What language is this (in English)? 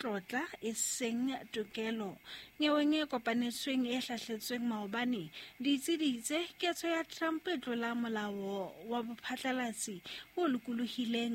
Southern Sotho